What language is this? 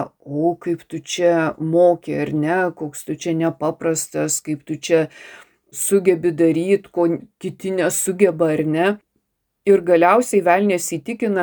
Lithuanian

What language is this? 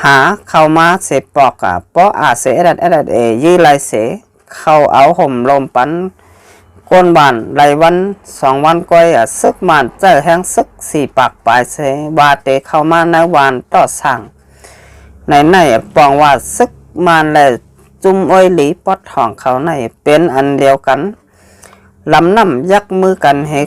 Shan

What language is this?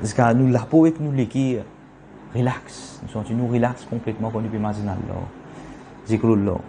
Morisyen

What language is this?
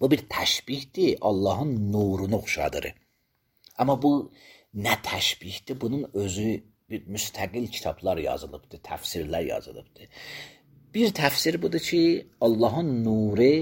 Azerbaijani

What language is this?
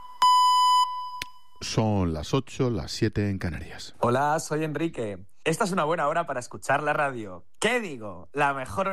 Spanish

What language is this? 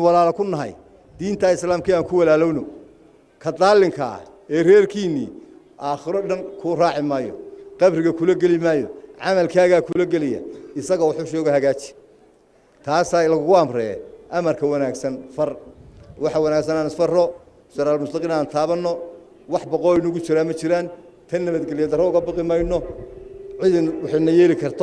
Somali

